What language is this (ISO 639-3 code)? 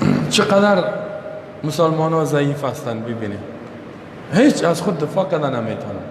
fas